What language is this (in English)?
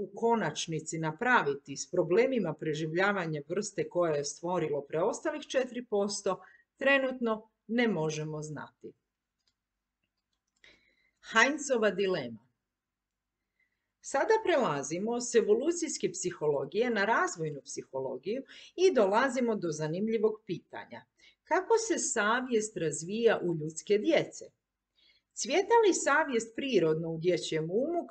Croatian